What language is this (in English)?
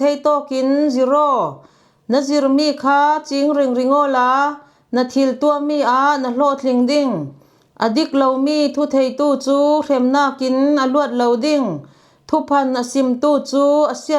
Falam Chin